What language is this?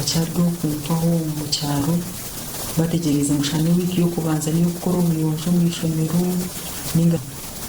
Nyankole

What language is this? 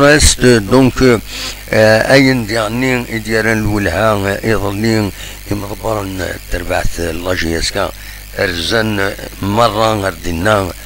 Kabyle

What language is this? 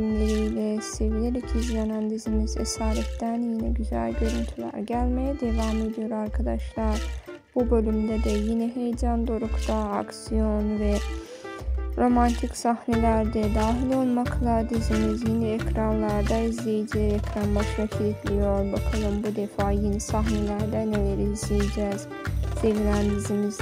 Turkish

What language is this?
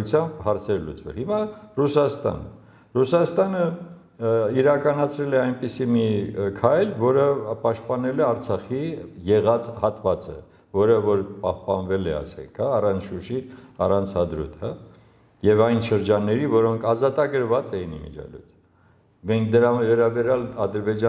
Armenian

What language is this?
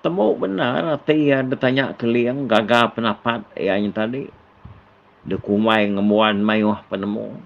Iban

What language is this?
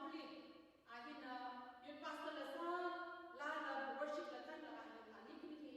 Tangkhul Naga (India)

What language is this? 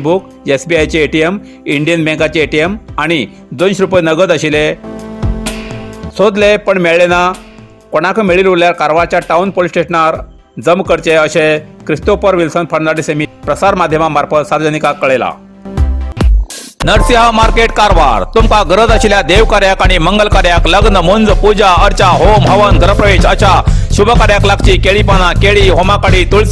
Konkani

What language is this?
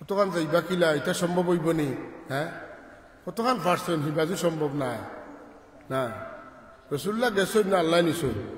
Sylheti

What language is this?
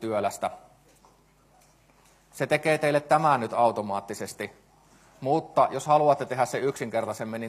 Finnish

